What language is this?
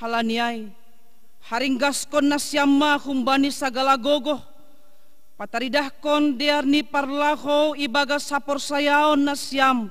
Batak Simalungun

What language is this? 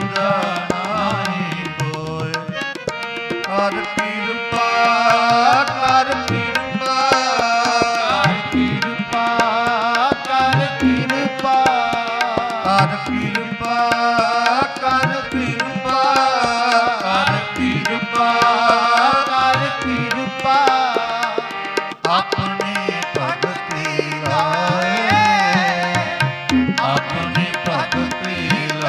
Punjabi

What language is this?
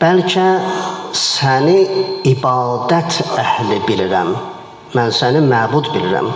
Azerbaijani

